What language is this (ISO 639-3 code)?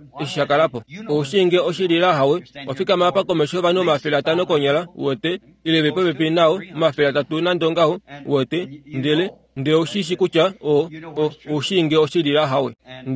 kua